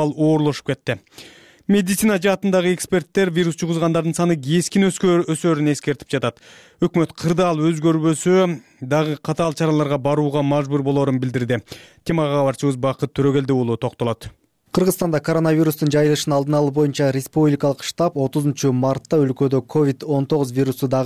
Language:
Kyrgyz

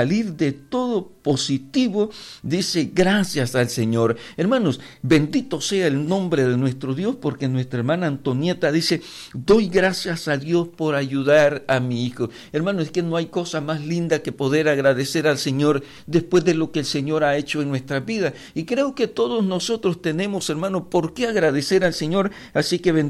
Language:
Spanish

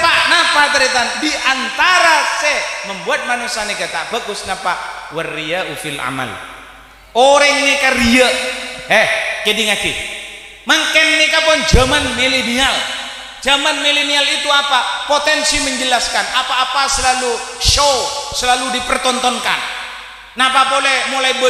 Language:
Madurese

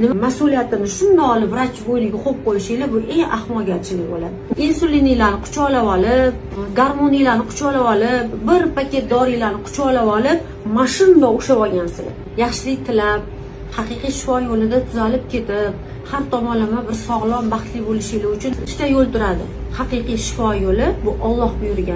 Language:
Uzbek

